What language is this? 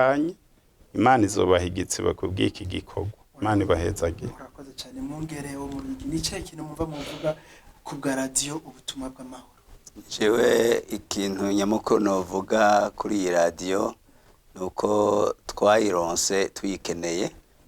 Rundi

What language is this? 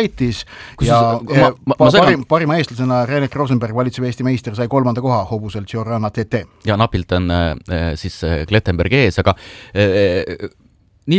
Estonian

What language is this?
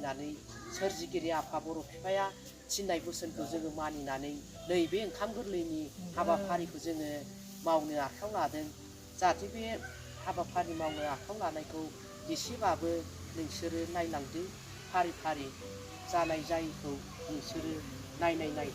Bodo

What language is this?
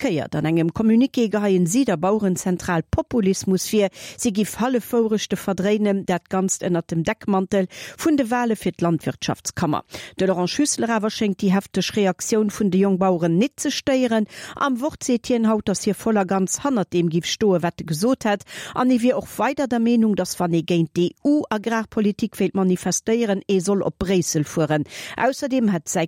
Luxembourgish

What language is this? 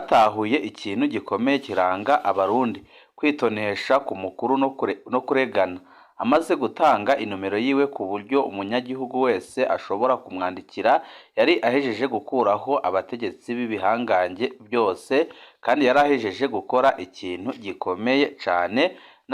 Rundi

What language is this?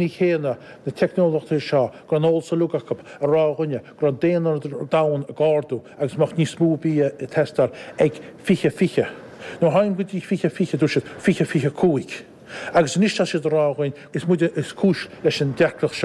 Irish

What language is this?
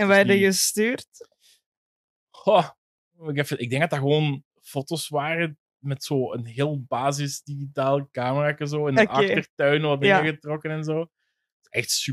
Dutch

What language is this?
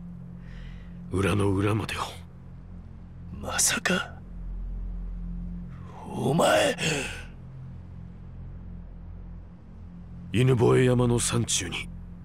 Japanese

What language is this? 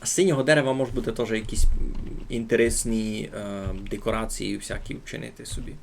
Rusyn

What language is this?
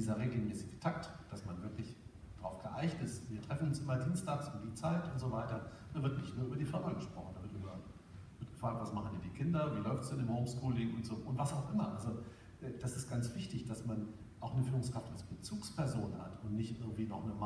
German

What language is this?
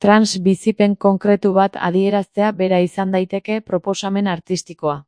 Basque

